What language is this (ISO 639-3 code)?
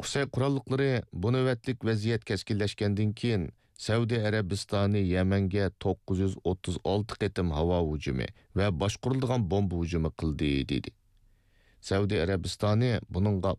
uig